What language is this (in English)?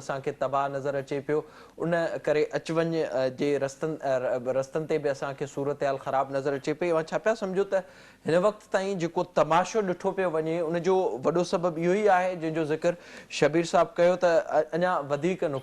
Sindhi